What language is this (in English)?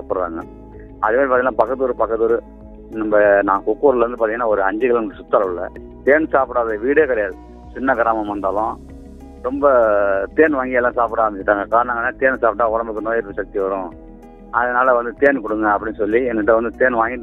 Tamil